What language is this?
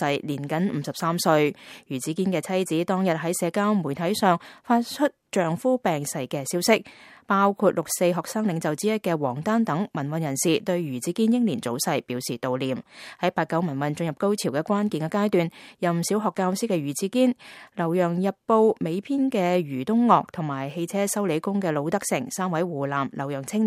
Cantonese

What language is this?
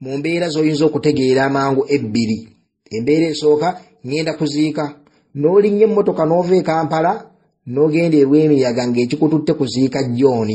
Ganda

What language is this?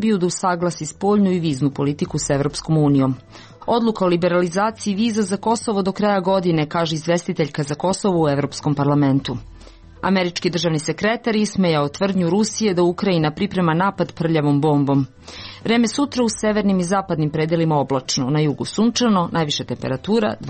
Serbian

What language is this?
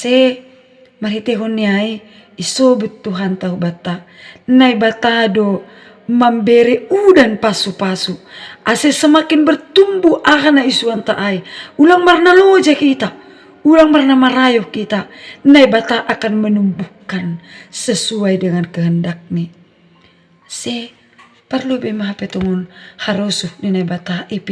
Batak Simalungun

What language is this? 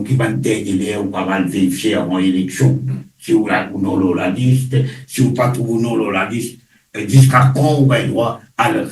Morisyen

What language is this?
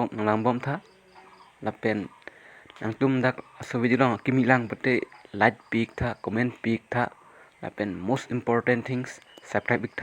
Karbi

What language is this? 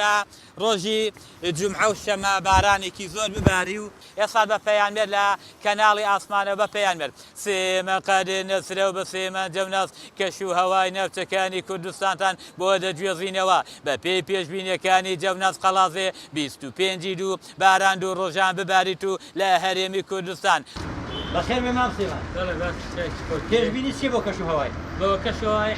Central Kurdish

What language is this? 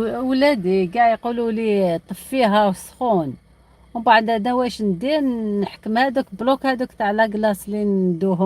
Algerian Arabic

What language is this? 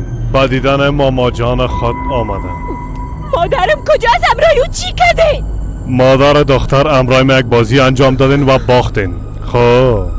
Persian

